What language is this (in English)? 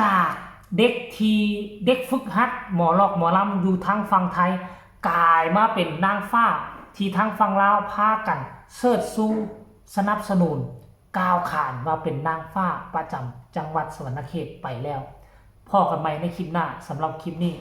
Northeastern Thai